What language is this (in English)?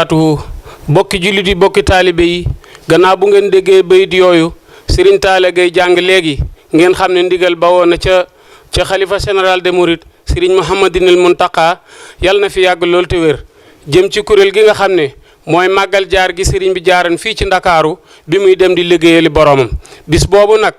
Wolof